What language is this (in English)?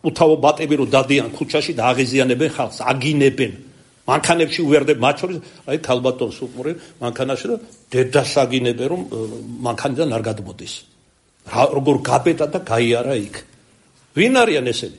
Georgian